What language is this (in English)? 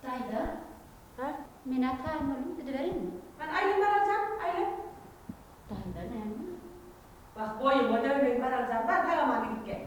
Turkmen